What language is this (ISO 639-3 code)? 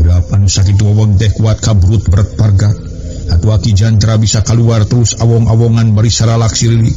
sun